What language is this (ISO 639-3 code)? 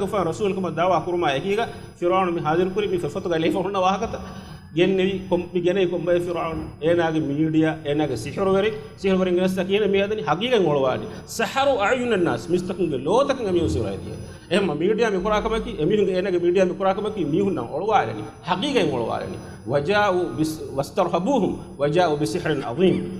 div